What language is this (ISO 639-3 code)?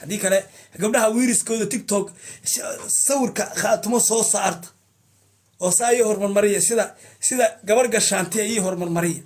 som